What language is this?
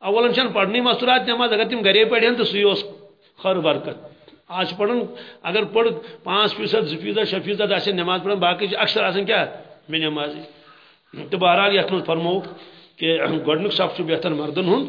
Kashmiri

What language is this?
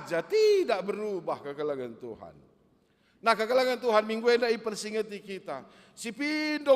Batak Karo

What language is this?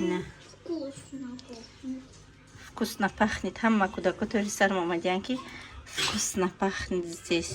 Tajik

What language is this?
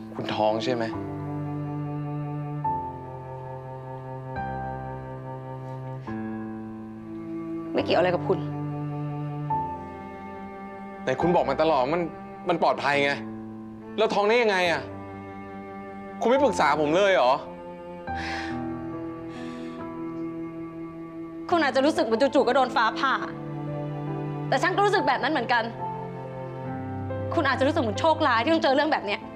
Thai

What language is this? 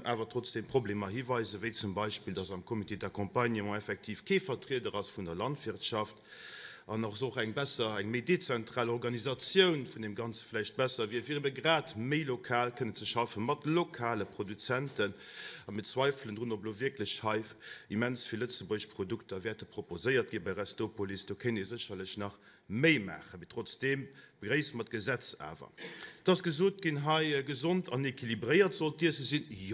Luxembourgish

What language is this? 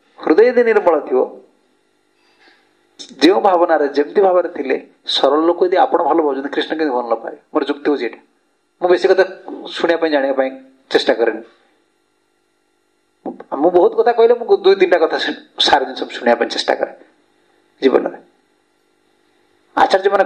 Odia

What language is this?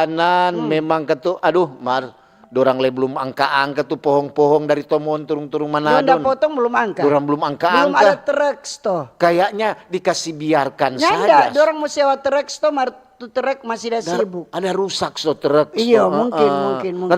Manado Malay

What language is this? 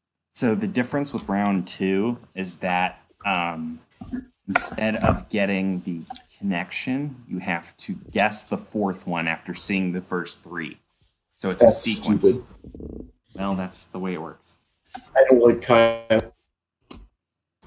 English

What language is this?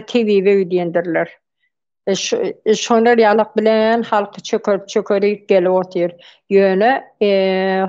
Turkmen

